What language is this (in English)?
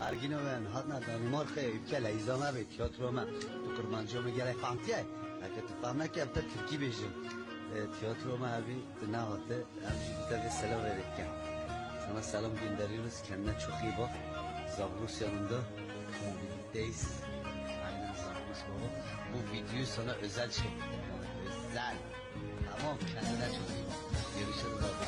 Kurdish